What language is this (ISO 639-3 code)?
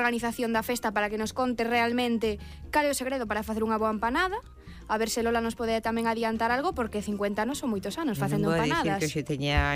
glg